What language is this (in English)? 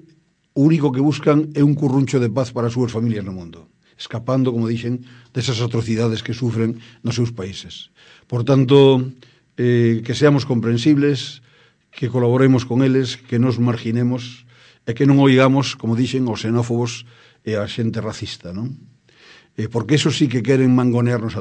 Galician